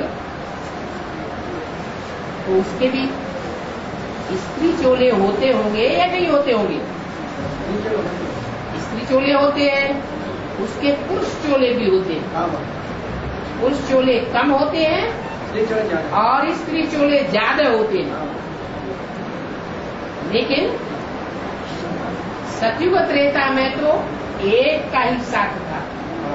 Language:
Hindi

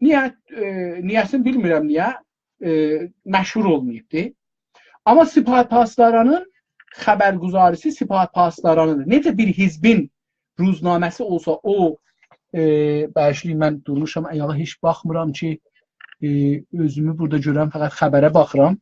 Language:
South Azerbaijani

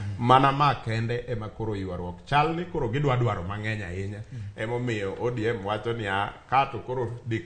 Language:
Luo (Kenya and Tanzania)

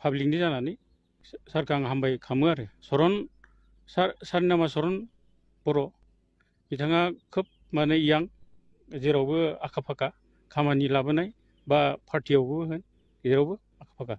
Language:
Bodo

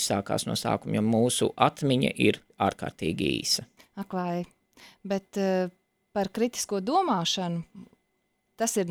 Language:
Latvian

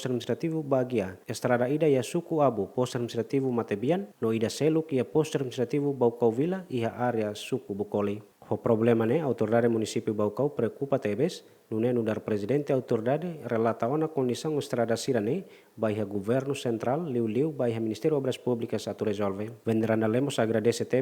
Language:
Tetum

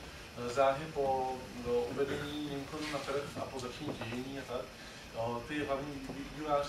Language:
Czech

